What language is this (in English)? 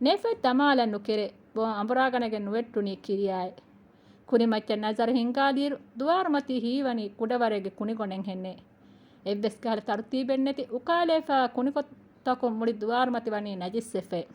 Divehi